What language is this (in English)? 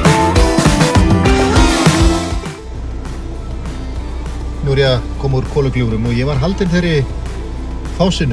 Icelandic